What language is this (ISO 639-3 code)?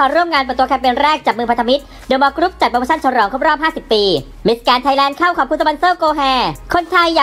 tha